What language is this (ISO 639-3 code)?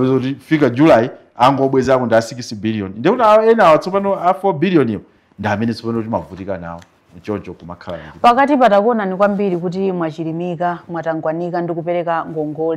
nya